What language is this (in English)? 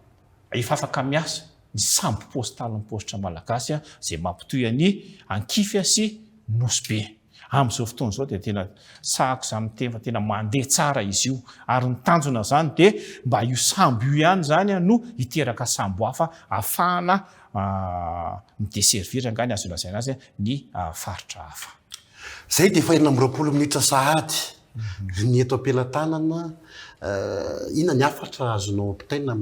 Malagasy